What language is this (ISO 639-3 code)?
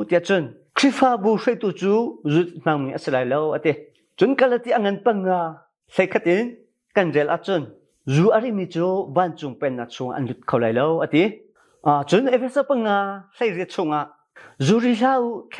cnh